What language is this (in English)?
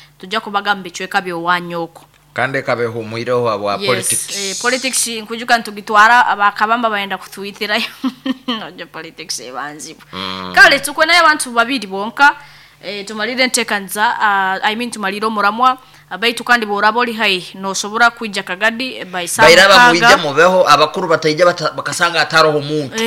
Nyoro